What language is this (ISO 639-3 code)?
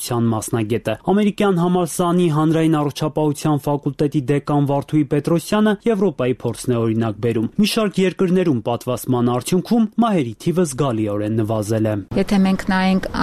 hye